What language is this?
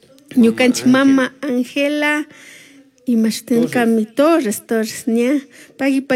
Chimborazo Highland Quichua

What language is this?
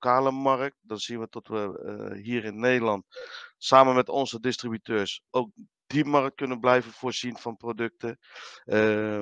Dutch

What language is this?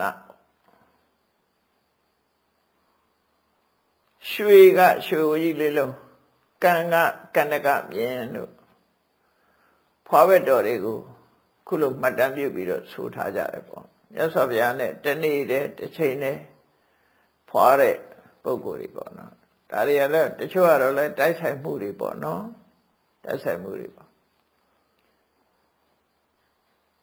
Burmese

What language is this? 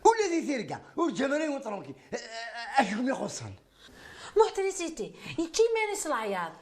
Kabyle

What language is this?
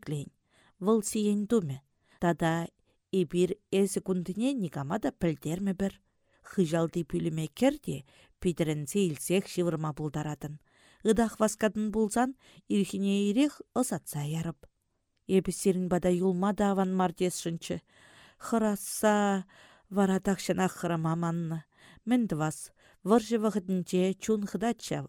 Chuvash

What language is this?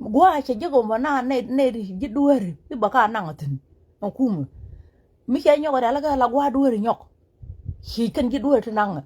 Nuer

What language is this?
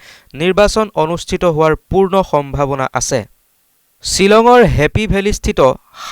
Assamese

